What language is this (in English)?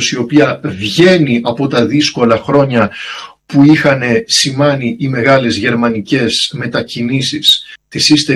Greek